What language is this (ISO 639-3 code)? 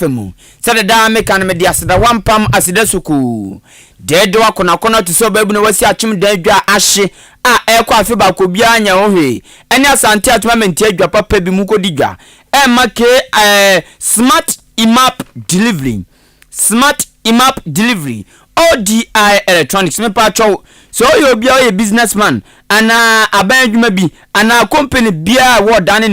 aka